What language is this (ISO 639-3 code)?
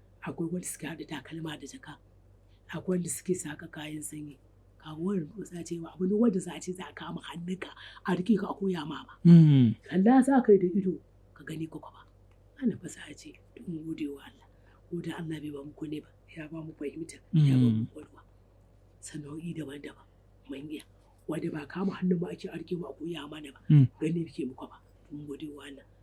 hau